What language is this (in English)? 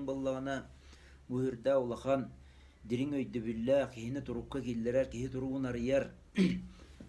Yakut